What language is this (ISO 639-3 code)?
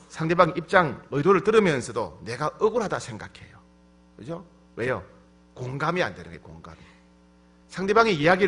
kor